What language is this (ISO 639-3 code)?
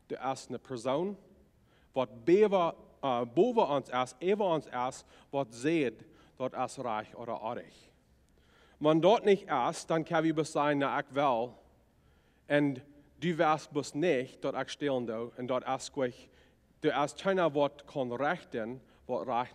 pdt